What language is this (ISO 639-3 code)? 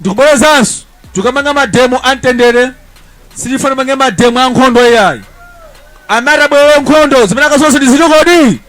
nya